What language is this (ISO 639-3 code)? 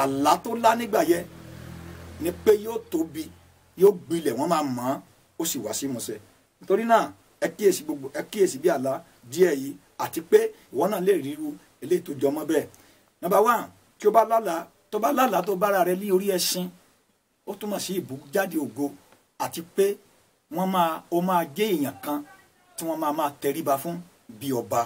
yor